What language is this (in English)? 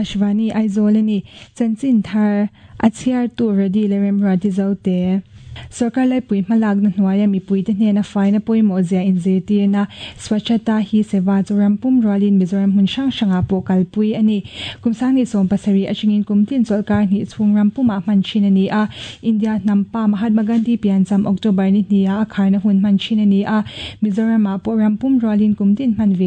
Mizo